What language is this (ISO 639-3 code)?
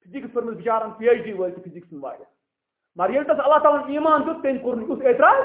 kas